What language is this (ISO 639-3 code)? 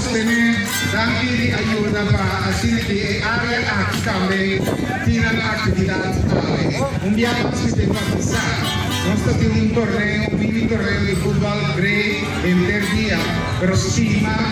pap